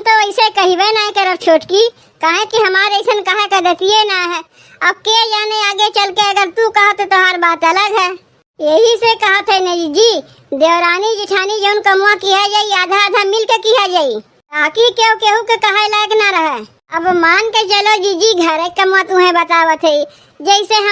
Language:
Awadhi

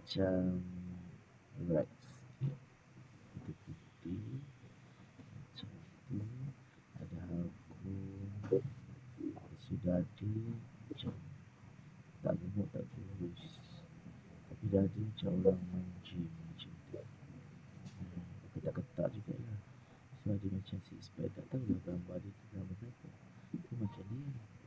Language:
Malay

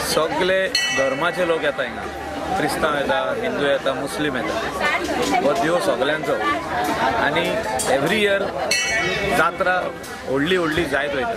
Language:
Konkani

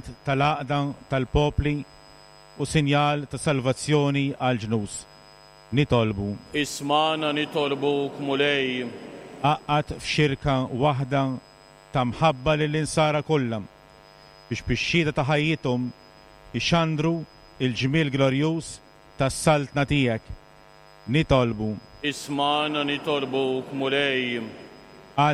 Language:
Maltese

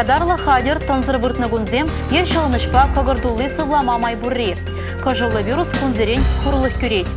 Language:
Chuvash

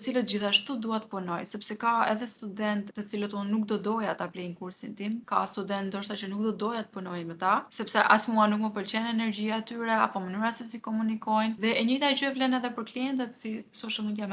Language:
Albanian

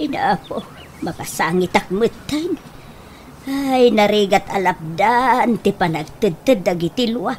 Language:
Iloko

